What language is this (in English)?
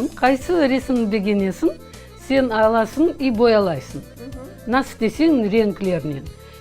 Crimean Tatar